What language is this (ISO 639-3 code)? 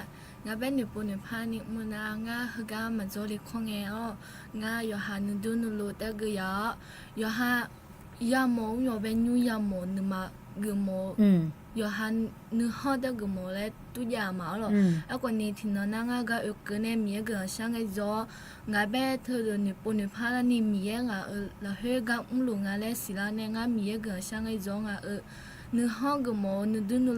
ahk